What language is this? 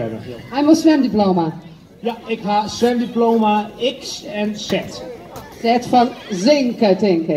Western Frisian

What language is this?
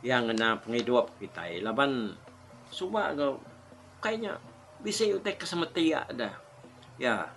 Iban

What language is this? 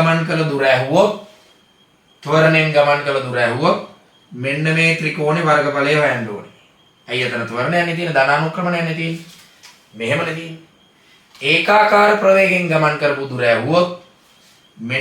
Sinhala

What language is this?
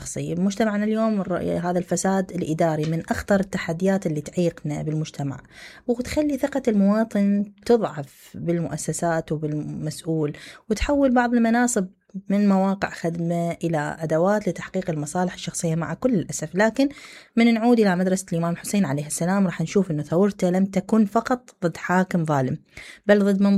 Mesopotamian Arabic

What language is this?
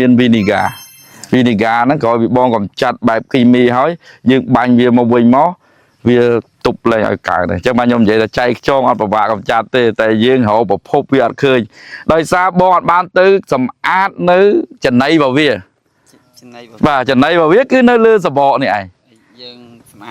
Khmer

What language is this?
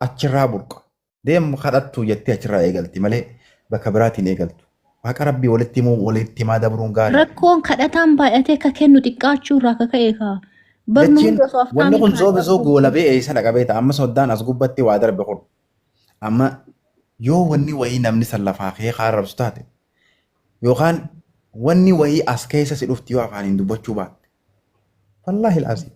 Oromo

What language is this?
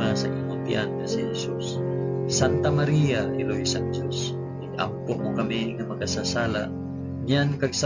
Hiligaynon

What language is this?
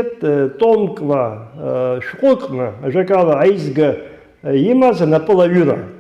Abkhazian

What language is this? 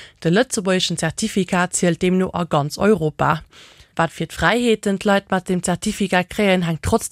Luxembourgish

